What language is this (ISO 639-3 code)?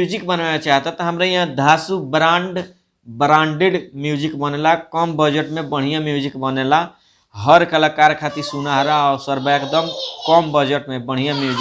bho